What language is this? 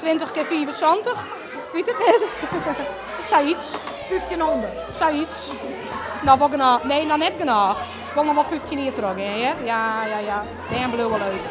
Western Frisian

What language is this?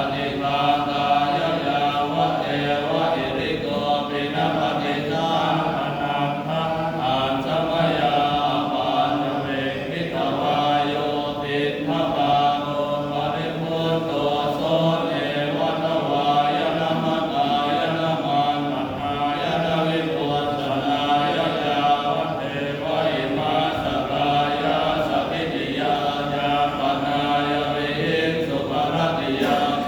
Pali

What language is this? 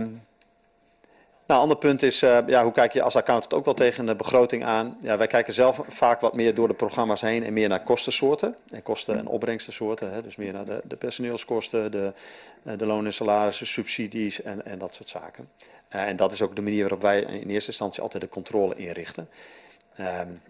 Dutch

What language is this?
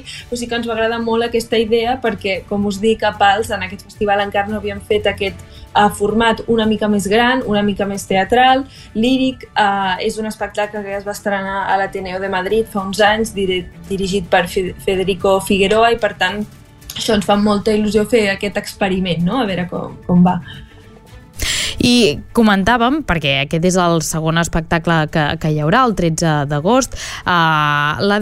Catalan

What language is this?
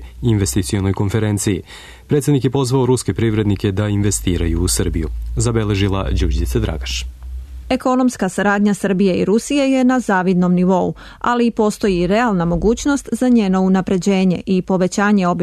Serbian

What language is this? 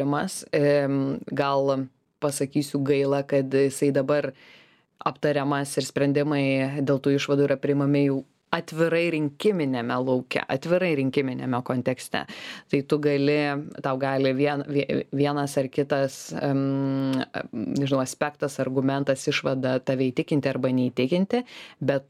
Lithuanian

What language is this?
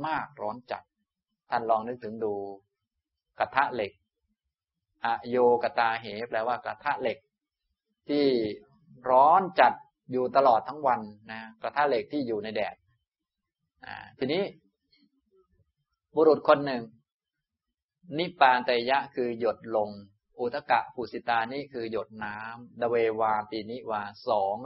Thai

